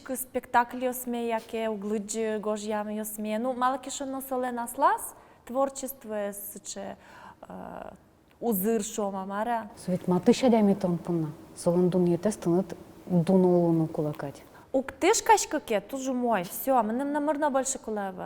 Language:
Udmurt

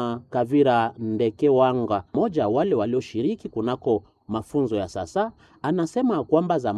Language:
Swahili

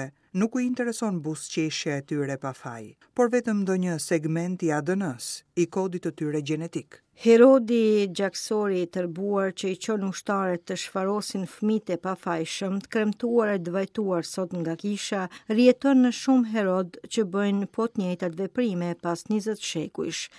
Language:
Albanian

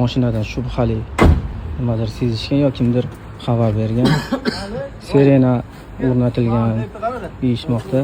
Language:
Uzbek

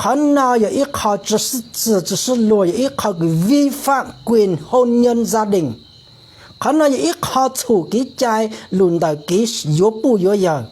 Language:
Hmong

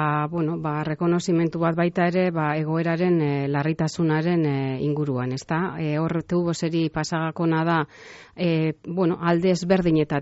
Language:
Basque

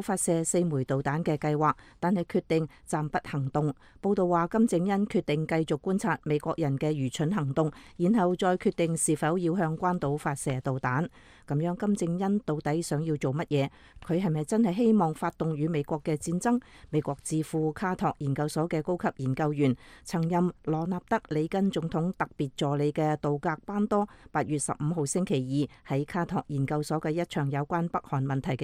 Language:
Cantonese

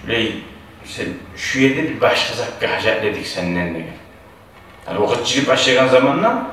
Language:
Kumyk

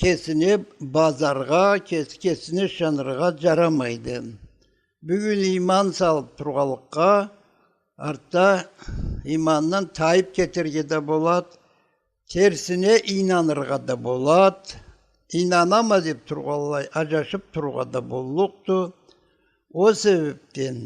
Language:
Karachay-Balkar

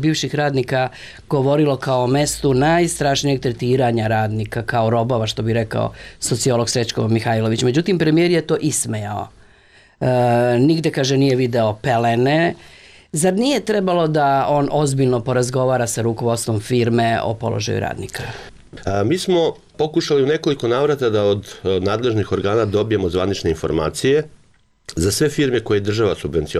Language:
Serbian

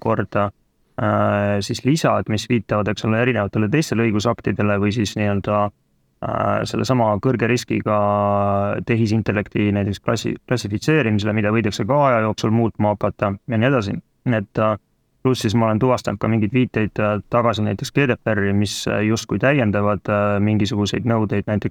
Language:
Estonian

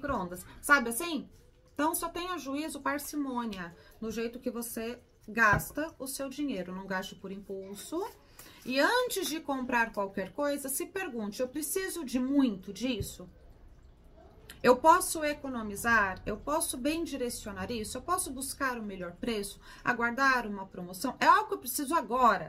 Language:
Portuguese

